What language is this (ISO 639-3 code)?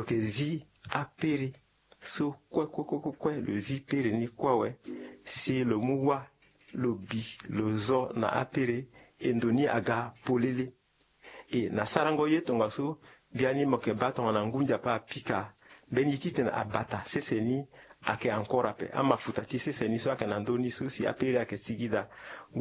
sag